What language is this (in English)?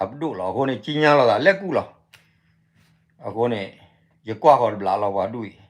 S'gaw Karen